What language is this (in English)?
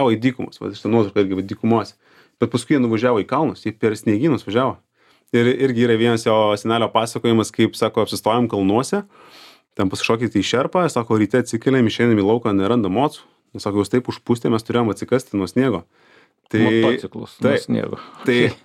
Lithuanian